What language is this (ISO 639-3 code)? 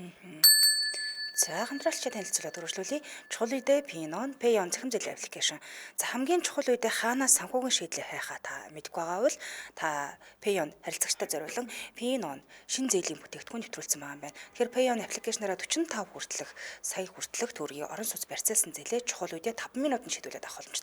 mon